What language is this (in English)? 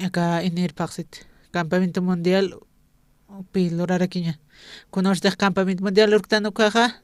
Aymara